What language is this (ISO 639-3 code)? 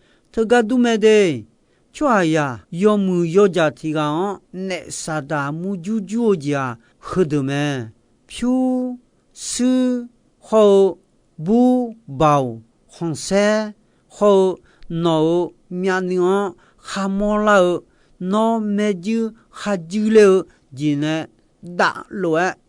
ahk